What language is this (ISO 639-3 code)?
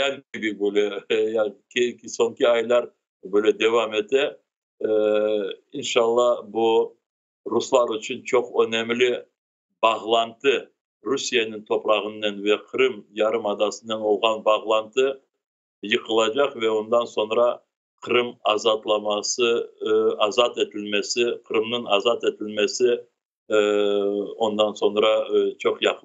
crh